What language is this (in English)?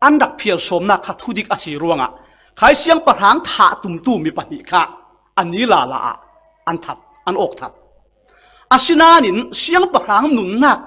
Falam Chin